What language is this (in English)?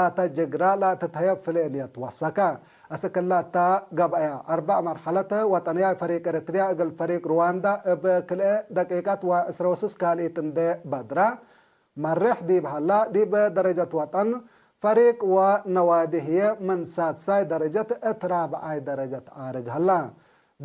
Tigre